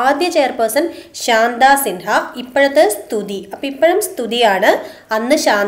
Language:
Malayalam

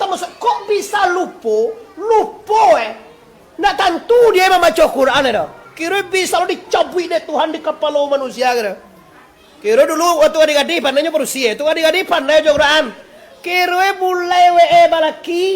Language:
Minangkabau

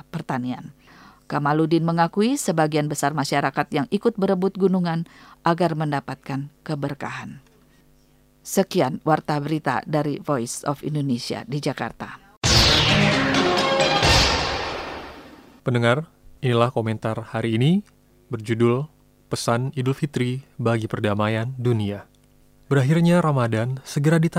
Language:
Indonesian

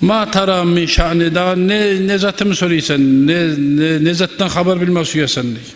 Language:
Kumyk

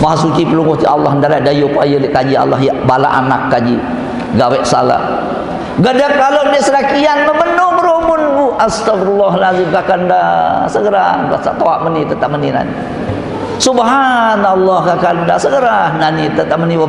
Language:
Sasak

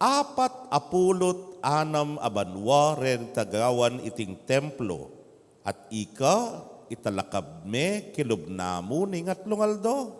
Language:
Pampanga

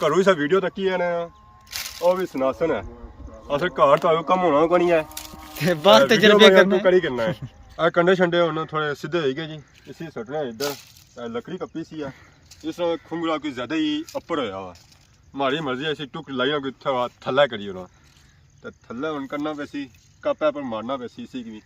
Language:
Pahari-Potwari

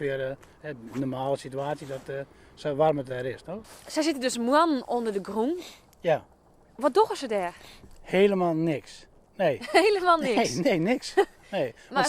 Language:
Western Frisian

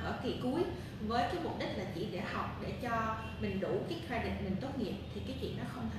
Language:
Vietnamese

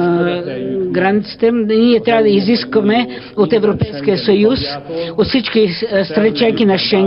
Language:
Bulgarian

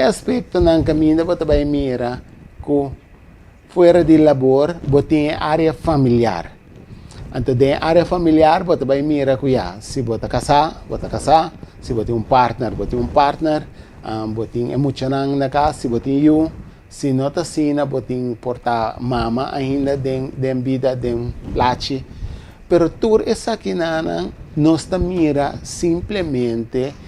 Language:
Papiamento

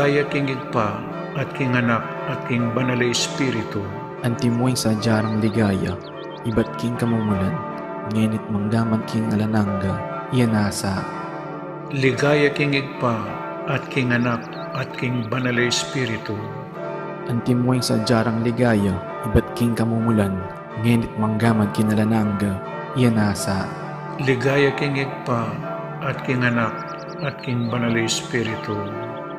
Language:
Pampanga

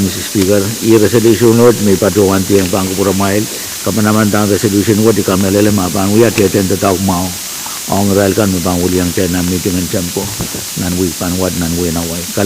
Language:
Pohnpeian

